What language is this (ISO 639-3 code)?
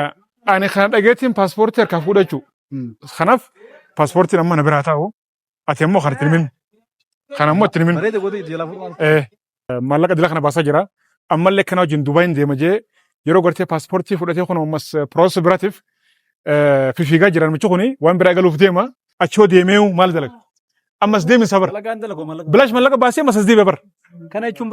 orm